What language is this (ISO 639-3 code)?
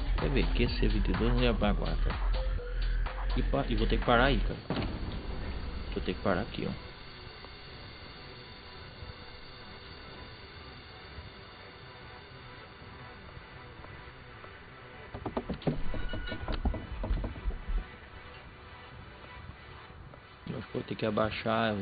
por